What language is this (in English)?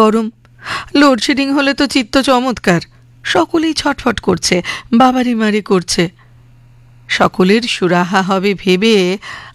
Bangla